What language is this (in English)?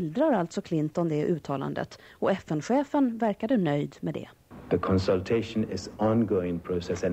Swedish